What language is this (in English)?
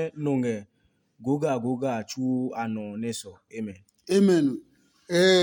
Adangme